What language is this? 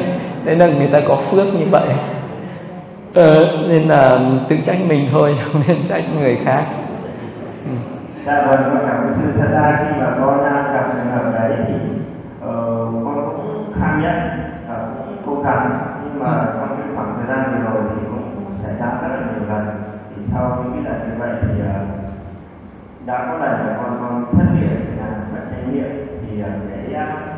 Vietnamese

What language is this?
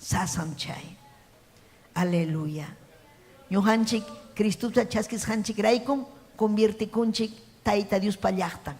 Ayacucho Quechua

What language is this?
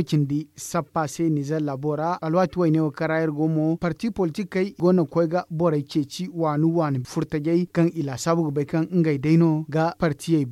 Zarma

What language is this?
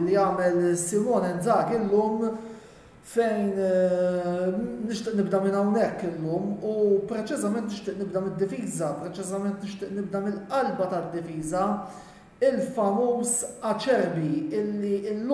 Maltese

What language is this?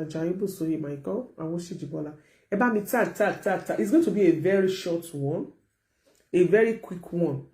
Yoruba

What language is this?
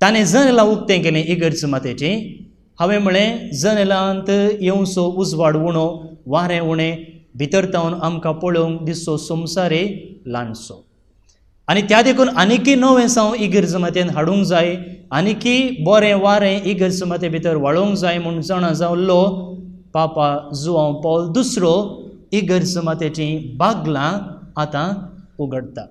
Konkani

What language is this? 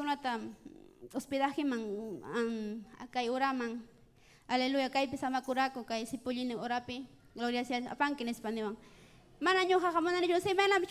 Ayacucho Quechua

